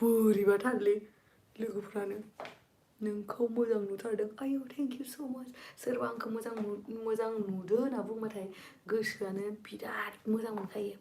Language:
Bodo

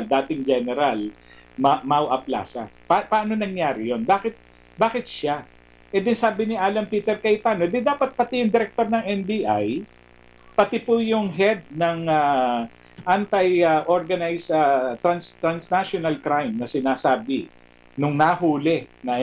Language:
Filipino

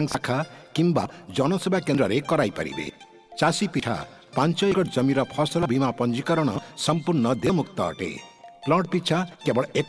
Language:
Odia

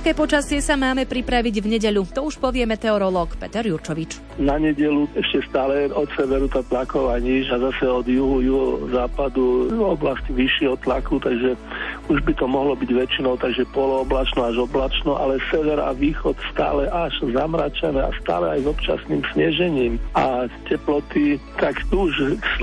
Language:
Slovak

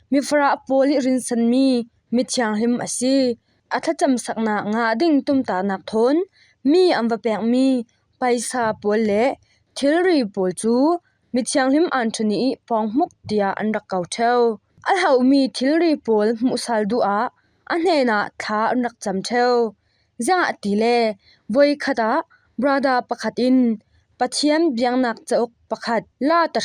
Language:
Falam Chin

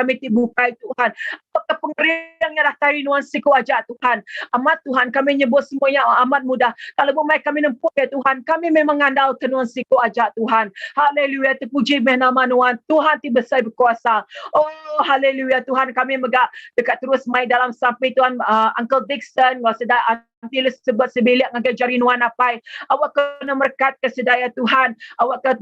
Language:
Iban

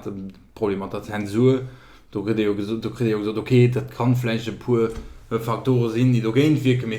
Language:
Luxembourgish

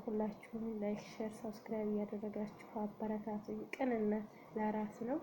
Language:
Amharic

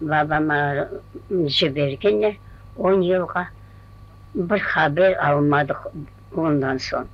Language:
Crimean Tatar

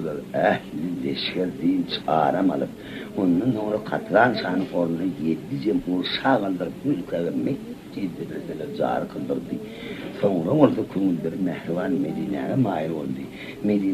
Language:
Turkmen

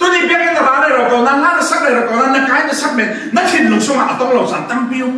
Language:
Falam Chin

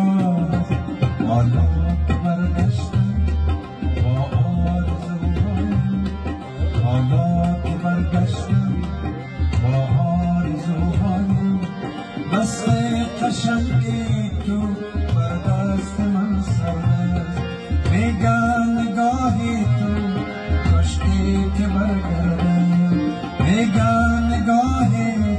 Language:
Persian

